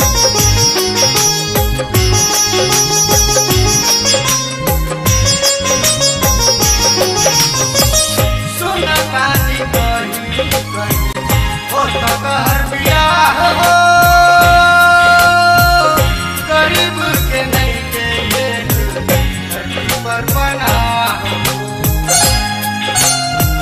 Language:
Bhojpuri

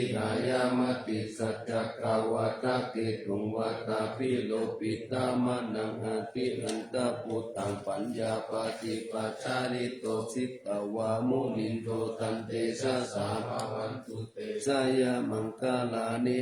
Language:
Pali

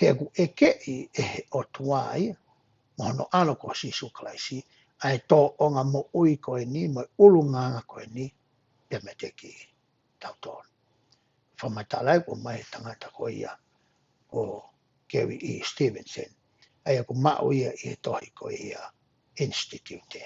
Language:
Tongan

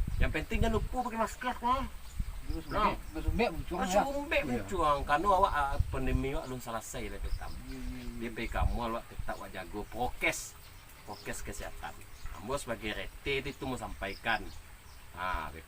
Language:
Minangkabau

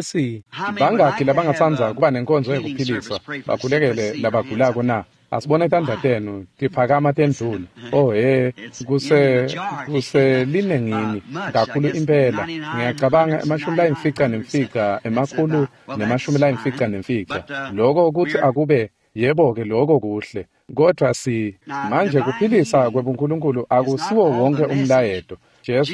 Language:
Swati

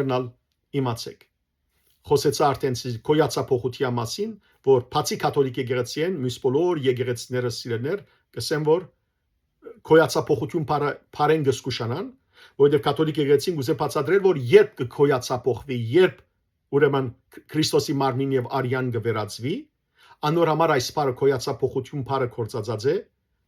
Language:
Western Armenian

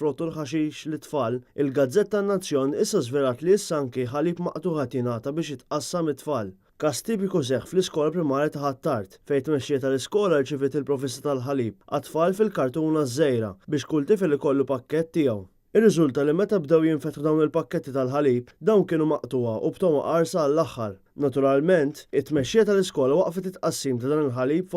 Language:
Maltese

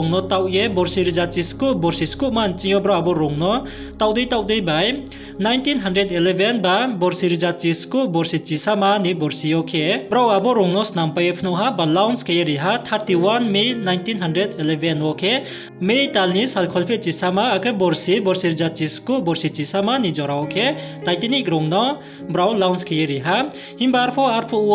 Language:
Riang (India)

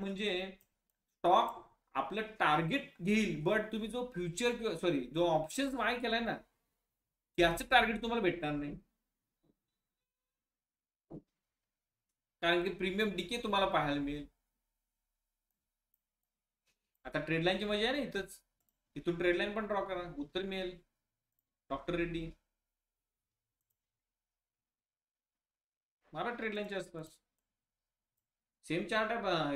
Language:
Marathi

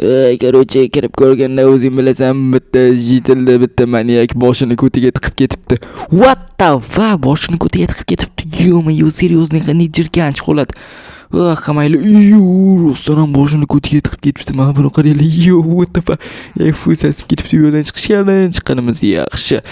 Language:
Uzbek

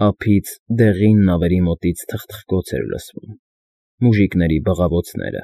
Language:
Armenian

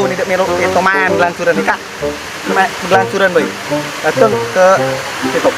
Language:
Musi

